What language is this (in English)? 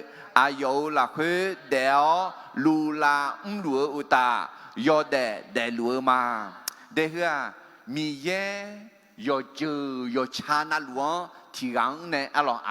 Akha